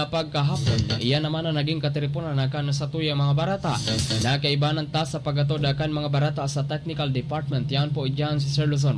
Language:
Bikol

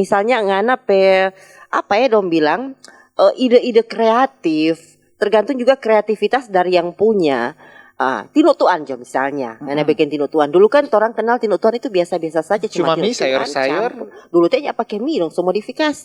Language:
Manado Malay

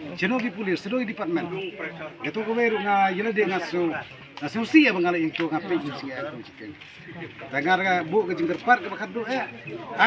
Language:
Khasi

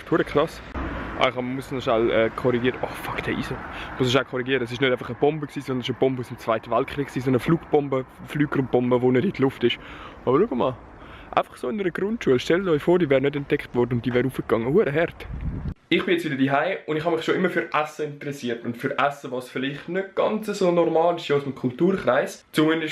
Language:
Swiss German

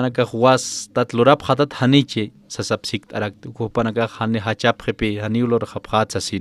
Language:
Aymara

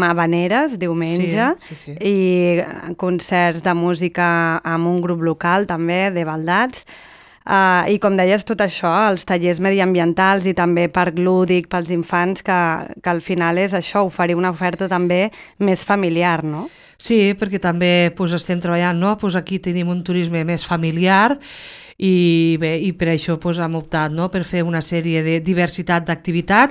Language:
Catalan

